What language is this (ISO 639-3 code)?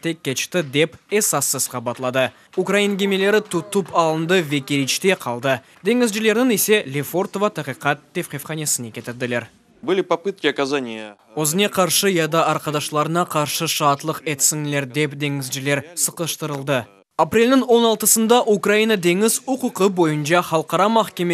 crh